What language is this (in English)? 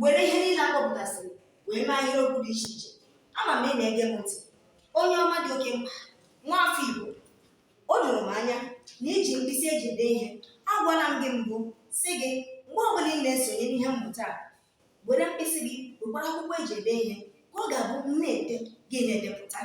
Igbo